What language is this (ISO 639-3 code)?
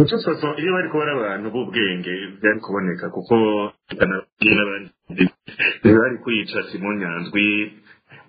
run